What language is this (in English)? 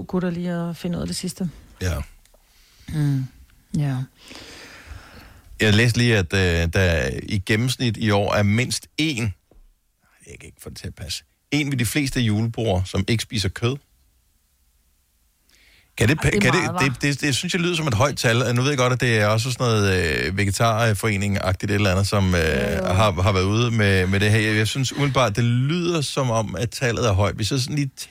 Danish